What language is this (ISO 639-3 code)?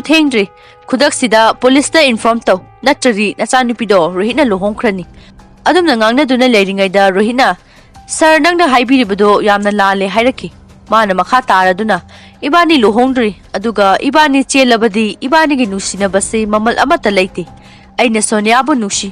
mni